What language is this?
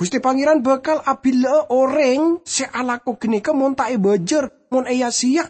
Madurese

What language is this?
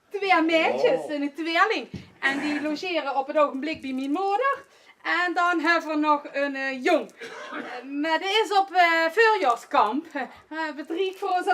Limburgish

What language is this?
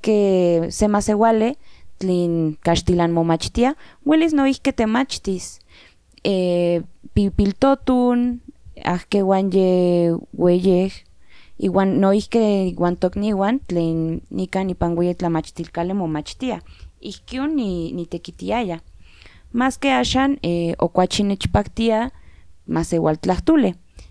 Central Nahuatl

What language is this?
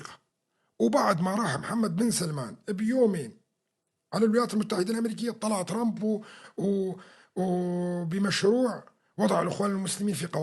North Levantine Arabic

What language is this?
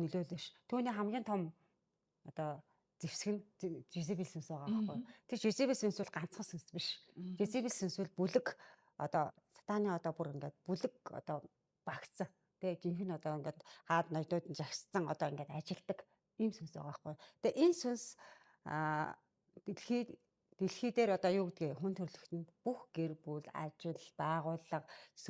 Mongolian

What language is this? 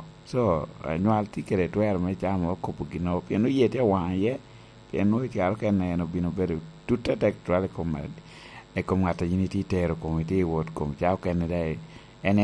Lango (Uganda)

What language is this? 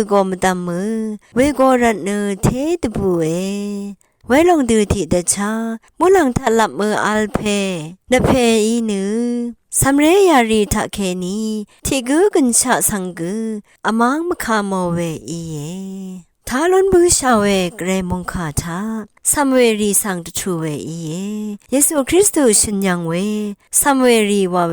Rawang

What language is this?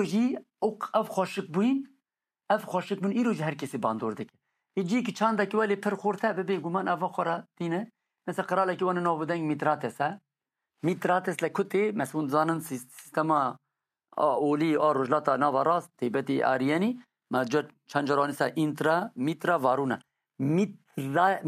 Kurdish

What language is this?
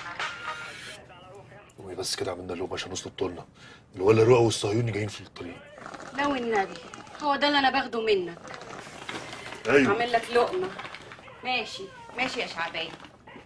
Egyptian Arabic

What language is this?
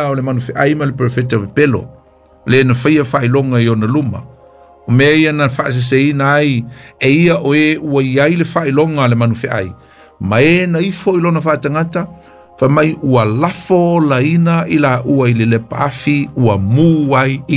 Samoan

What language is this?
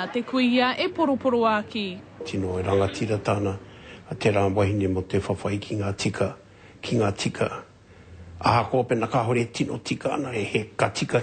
Māori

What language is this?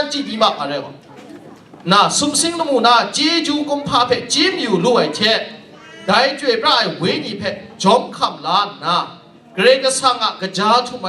Kachin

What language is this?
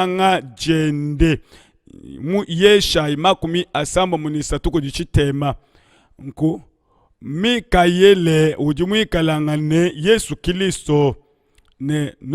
Luba-Lulua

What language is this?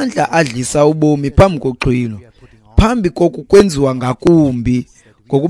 Xhosa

